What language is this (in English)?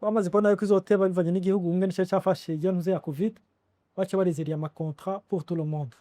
Rundi